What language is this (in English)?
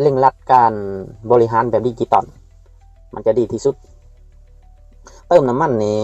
Lao